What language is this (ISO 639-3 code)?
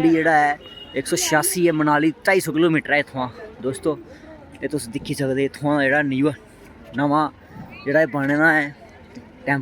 doi